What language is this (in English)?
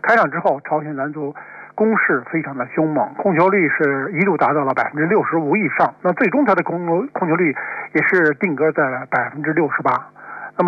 Chinese